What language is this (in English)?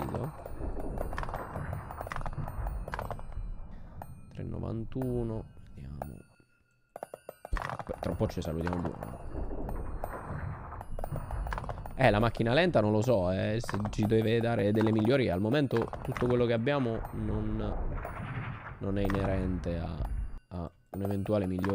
Italian